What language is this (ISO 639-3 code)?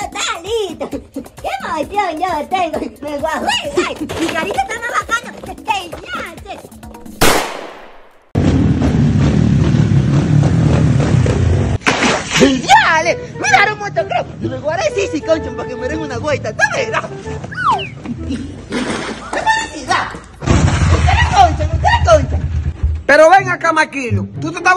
spa